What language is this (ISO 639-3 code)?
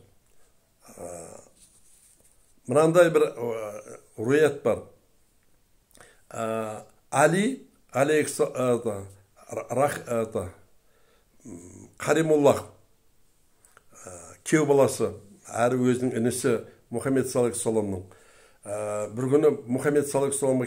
kaz